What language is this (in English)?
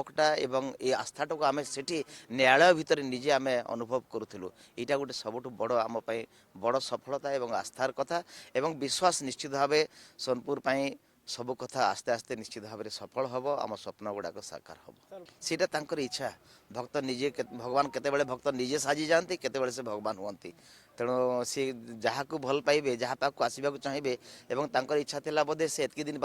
Odia